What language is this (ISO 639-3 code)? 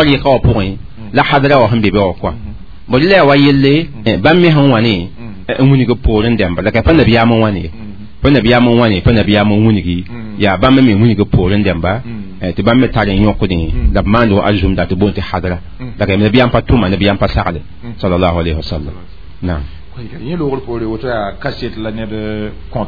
mos